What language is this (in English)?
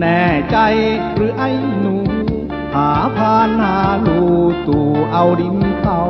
Northeastern Thai